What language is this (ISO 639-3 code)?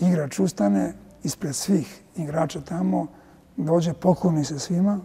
srp